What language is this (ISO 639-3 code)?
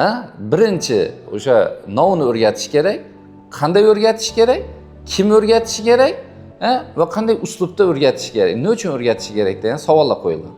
uzb